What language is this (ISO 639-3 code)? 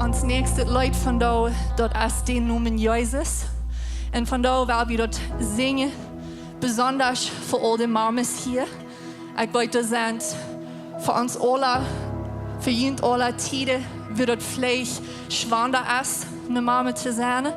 pdt